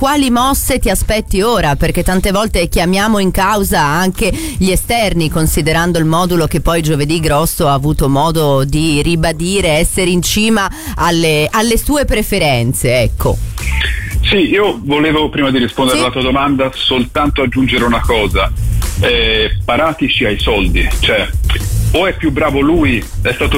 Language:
Italian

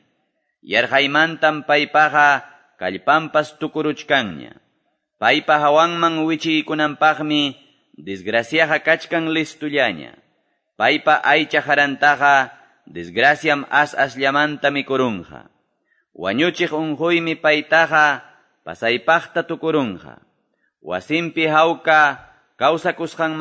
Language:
Quechua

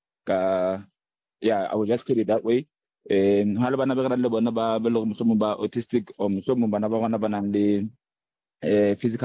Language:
Southern Sotho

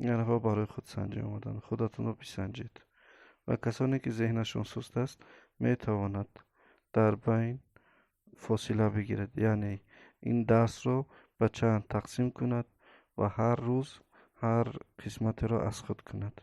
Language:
Tajik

